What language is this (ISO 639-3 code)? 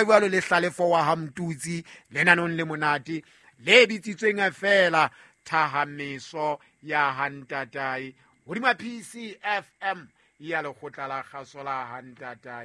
sot